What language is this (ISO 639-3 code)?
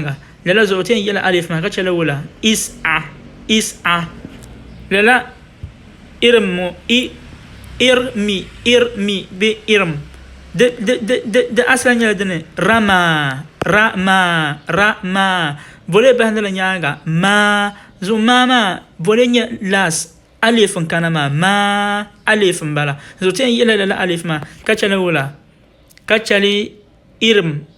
dag